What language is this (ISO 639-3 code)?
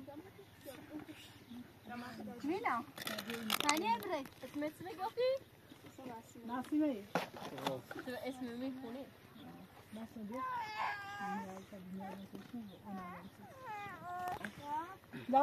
fas